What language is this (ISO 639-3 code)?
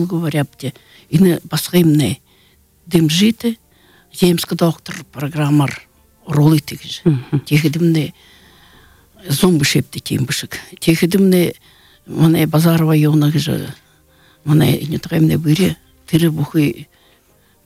bua